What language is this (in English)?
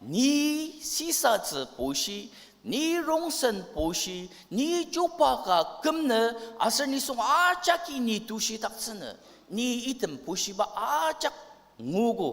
Ao Naga